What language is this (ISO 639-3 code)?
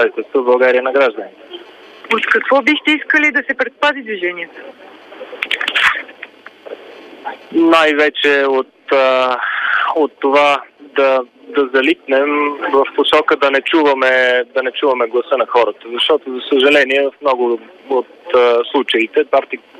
bul